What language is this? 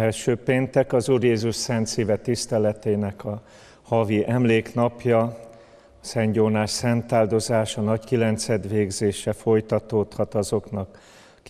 Hungarian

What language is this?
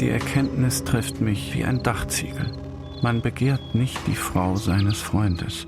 Swiss German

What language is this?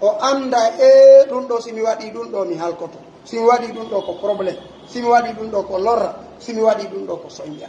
Pular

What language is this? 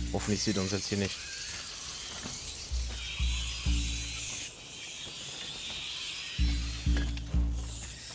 German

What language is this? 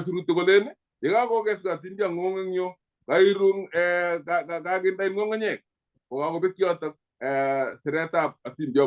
Kalenjin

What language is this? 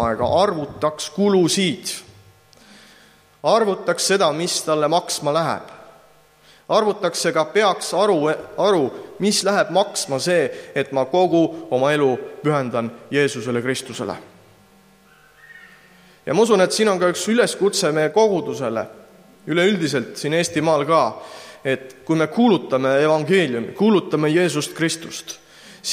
Estonian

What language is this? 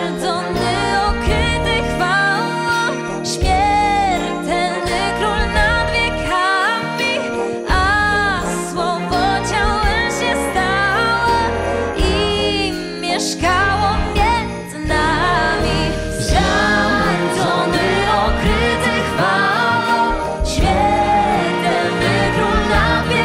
Polish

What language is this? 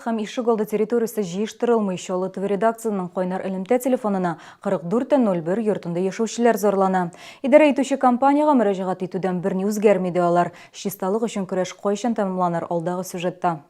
Tatar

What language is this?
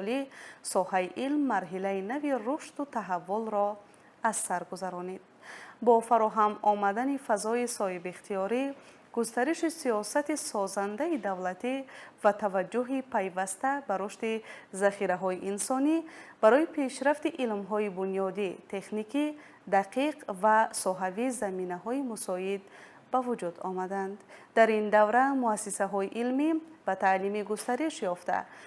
Tajik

